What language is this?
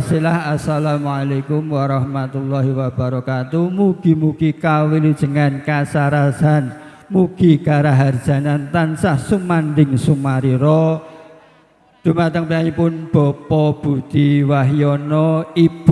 Javanese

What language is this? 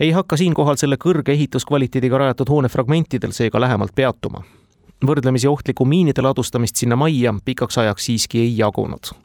Estonian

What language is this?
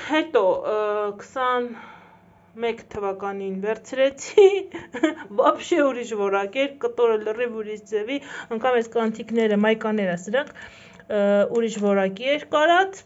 Armenian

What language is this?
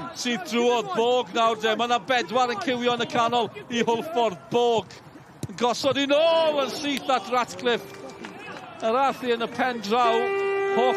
Welsh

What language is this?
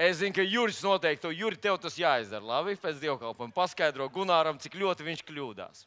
Latvian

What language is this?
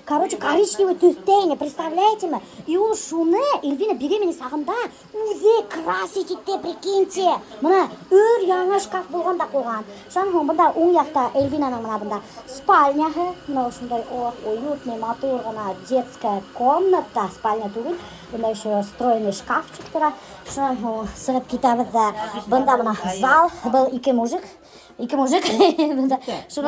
Bashkir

